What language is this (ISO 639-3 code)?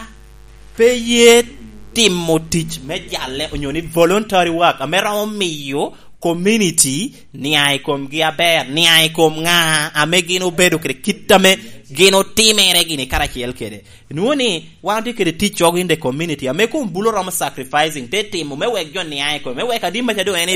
laj